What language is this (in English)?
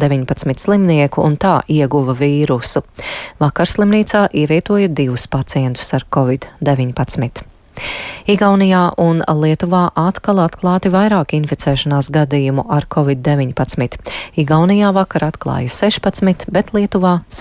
Latvian